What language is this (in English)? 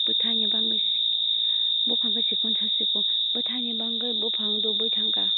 Kok Borok